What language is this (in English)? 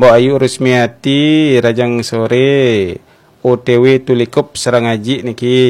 Balinese